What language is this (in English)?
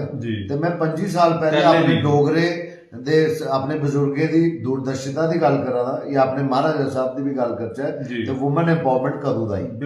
Dogri